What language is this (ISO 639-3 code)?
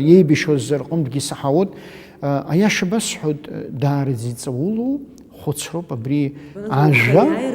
abk